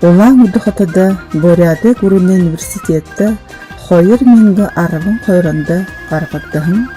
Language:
Buriat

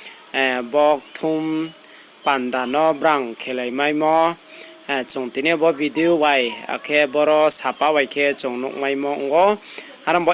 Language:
Riang (India)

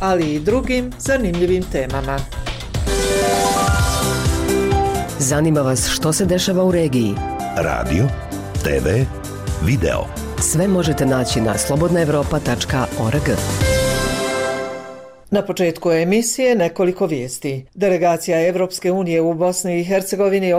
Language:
Bosnian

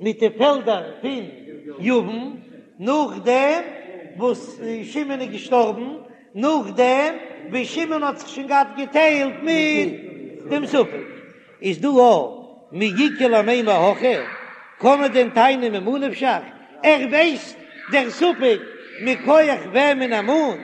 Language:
Yiddish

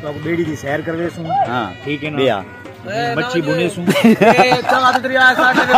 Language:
Saraiki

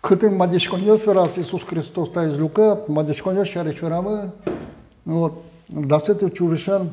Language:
Udmurt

